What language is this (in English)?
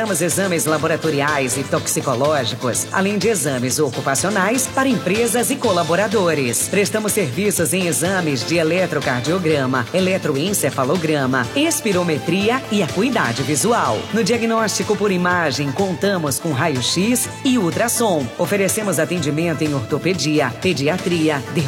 Portuguese